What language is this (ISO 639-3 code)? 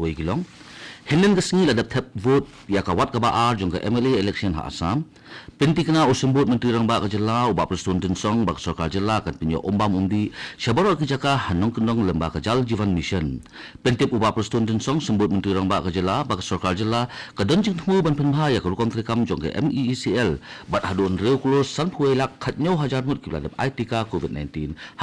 kha